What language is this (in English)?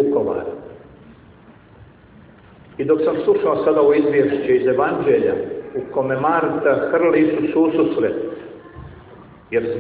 Croatian